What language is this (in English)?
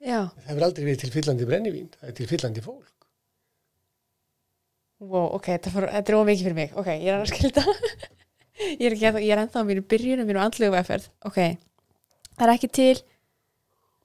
Icelandic